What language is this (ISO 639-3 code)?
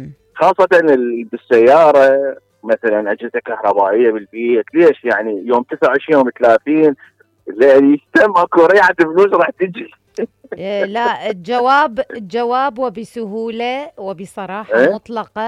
acm